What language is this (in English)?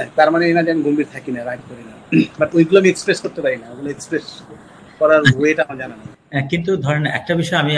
Bangla